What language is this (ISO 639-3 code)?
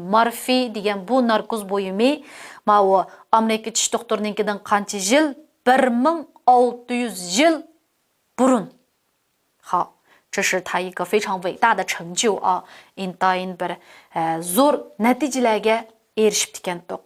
uig